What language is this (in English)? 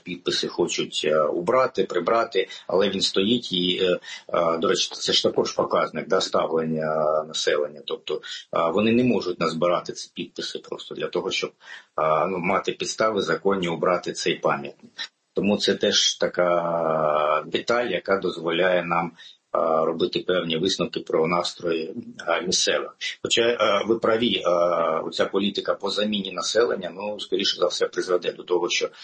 Ukrainian